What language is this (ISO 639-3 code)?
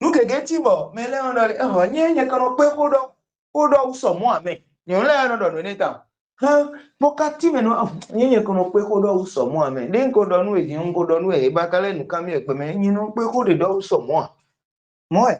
fon